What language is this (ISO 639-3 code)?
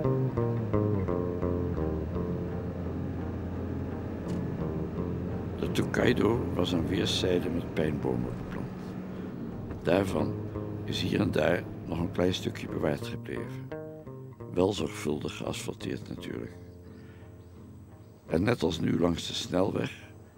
nld